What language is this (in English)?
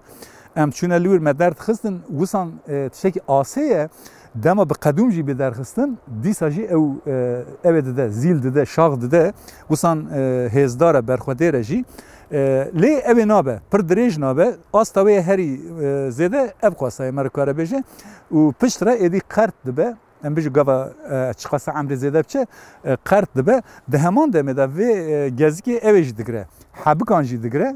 Kurdish